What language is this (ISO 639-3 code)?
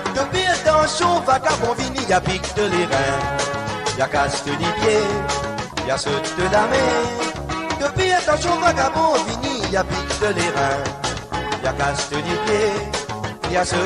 mfe